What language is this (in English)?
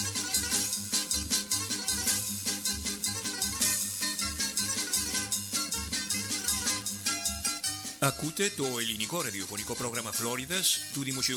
Greek